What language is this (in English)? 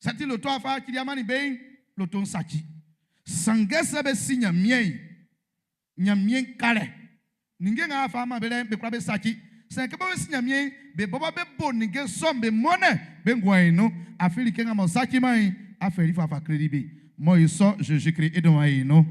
Baoulé